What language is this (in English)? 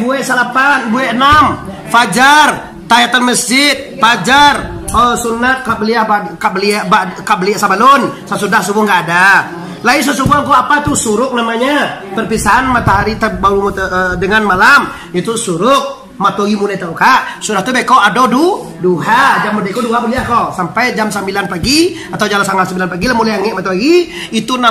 Minangkabau